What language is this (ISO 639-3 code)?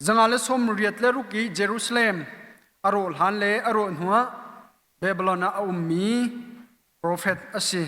cnh